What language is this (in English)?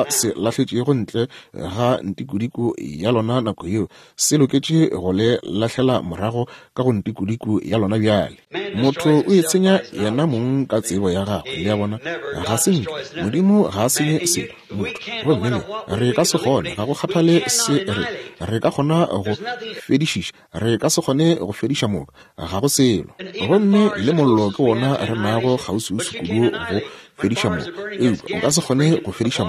Northern Sotho